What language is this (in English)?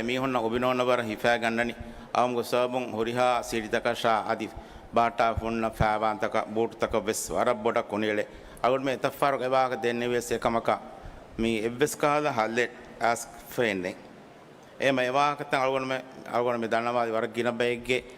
Divehi